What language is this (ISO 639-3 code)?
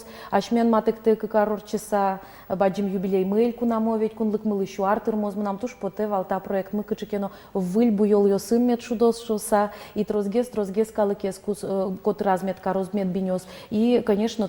udm